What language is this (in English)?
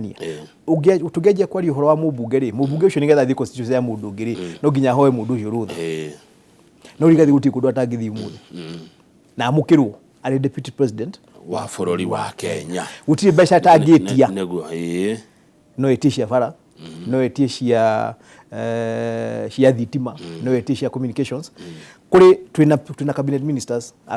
Kikuyu